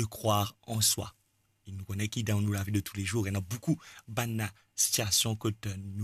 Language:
Morisyen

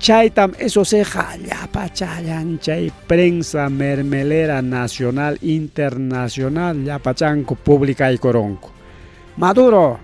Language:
Ayacucho Quechua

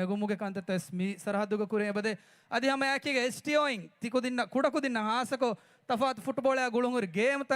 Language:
Divehi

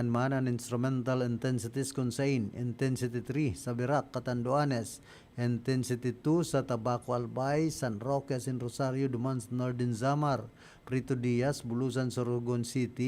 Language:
Bikol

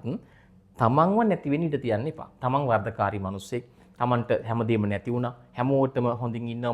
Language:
Sinhala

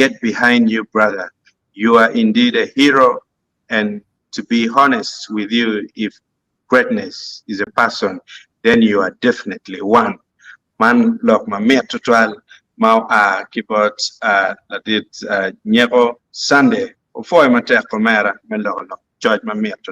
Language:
Acoli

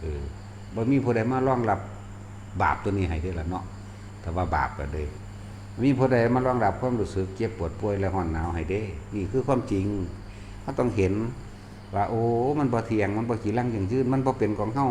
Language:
Northeastern Thai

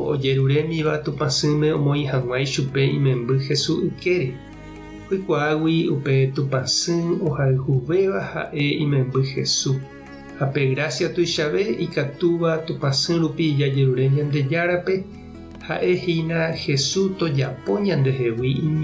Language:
Guarani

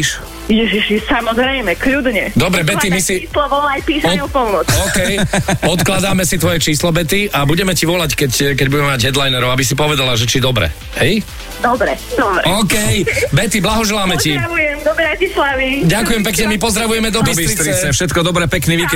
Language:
Slovak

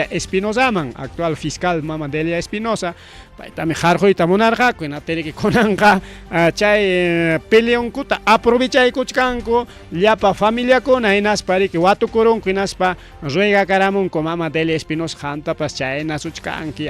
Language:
Ayacucho Quechua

